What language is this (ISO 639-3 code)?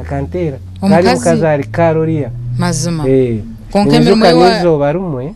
nyn